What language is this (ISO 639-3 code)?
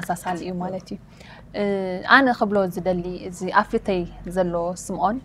tir